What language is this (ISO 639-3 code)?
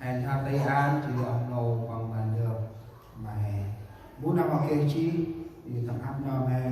cmo